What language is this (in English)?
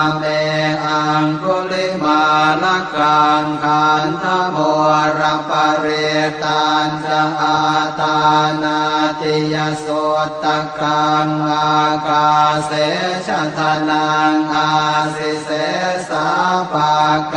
Pali